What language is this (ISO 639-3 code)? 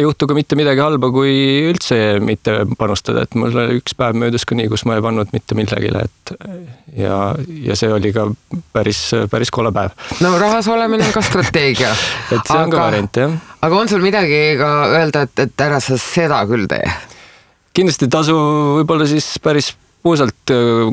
est